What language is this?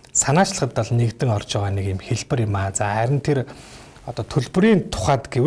Mongolian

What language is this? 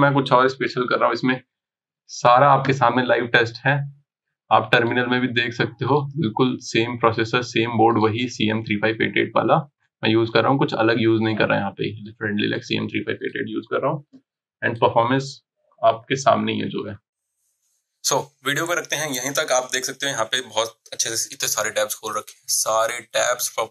Hindi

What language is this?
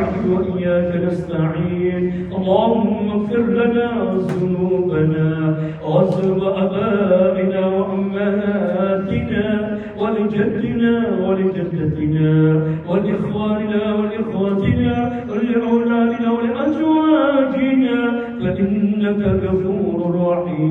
Maranao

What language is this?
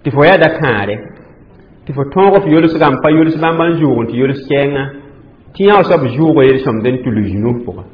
Mossi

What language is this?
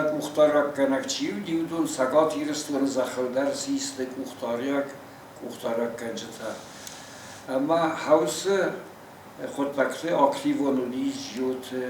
Ossetic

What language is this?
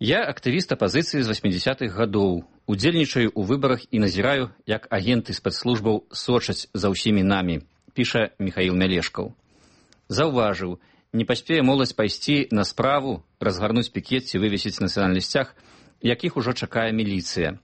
Belarusian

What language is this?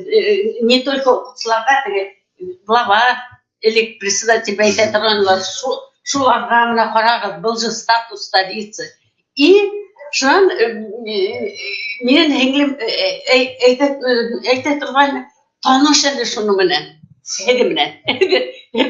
Bashkir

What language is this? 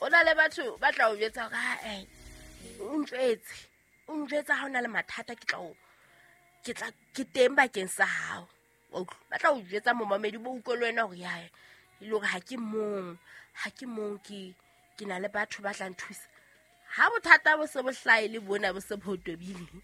Southern Sotho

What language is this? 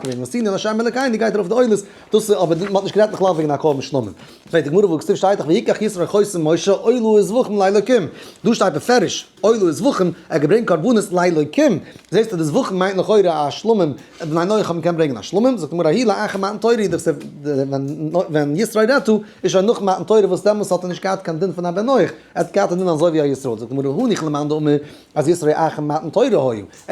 Yiddish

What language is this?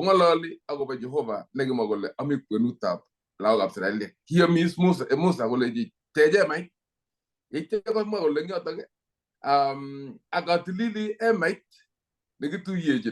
Kalenjin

